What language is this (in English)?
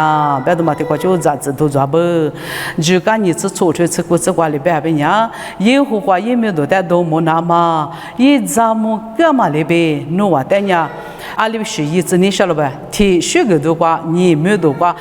Lisu